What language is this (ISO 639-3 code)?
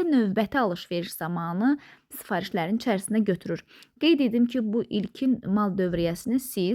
aze